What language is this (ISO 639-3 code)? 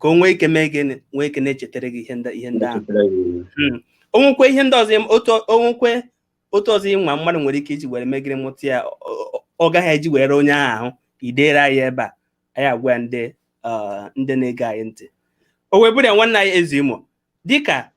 ibo